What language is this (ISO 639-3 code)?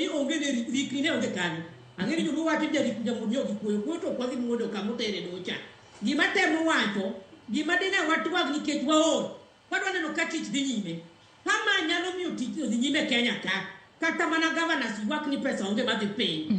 luo